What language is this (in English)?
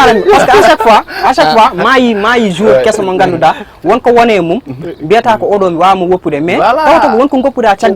Fula